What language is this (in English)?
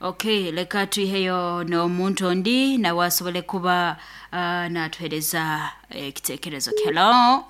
Nyankole